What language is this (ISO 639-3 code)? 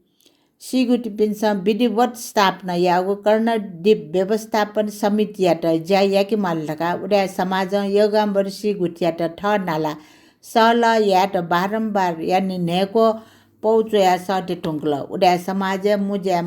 new